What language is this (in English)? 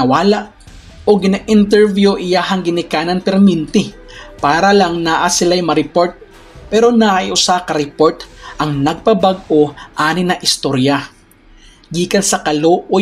Cebuano